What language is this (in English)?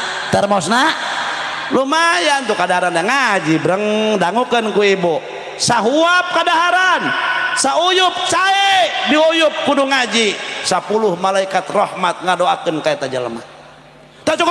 Sundanese